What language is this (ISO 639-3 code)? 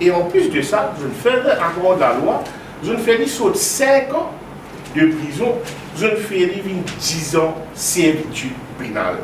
mfe